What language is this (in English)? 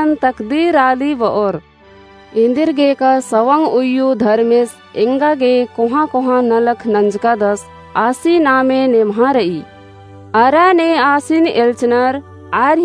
Kurukh